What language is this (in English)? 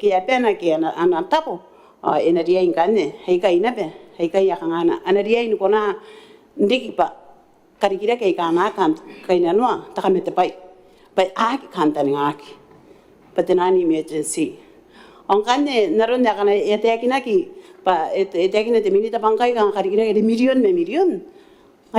Gilbertese